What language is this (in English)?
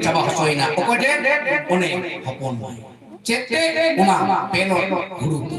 Santali